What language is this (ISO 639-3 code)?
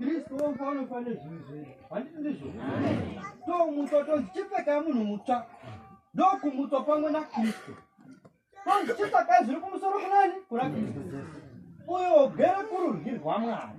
sna